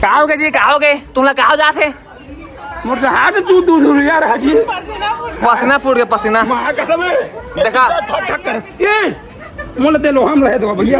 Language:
Chhattisgarhi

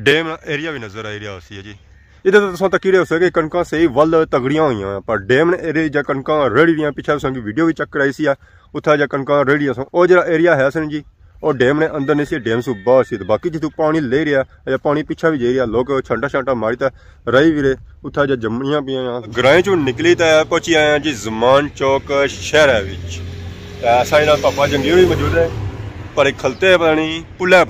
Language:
Pahari-Potwari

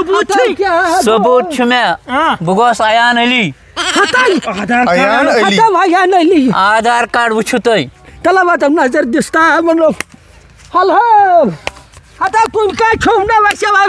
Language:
Kashmiri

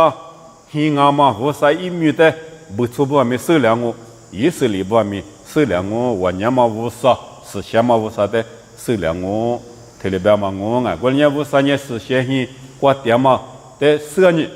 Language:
Lisu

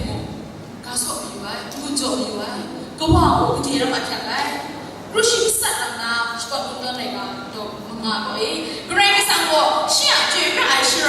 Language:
Kachin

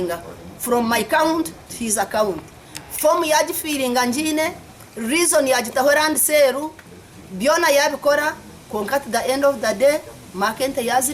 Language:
Nyankole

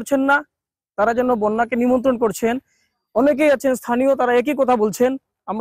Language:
Bangla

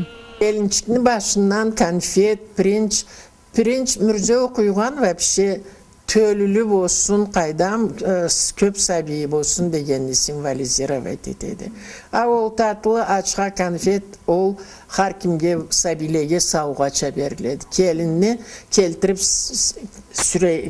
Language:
Karachay-Balkar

